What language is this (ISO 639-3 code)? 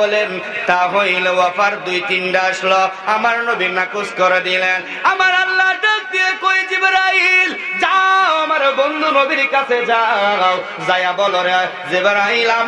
syl